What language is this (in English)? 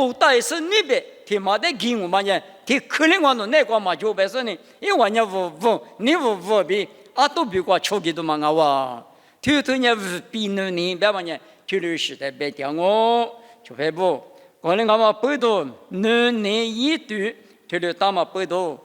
Lisu